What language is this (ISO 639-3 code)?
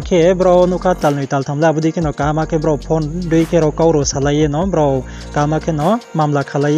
ria